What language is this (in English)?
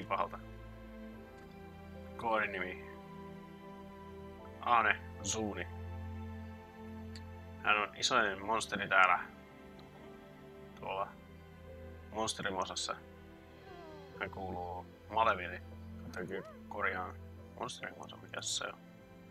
Finnish